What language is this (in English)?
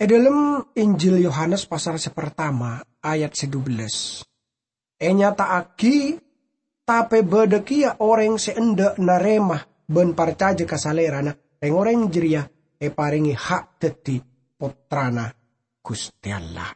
Madurese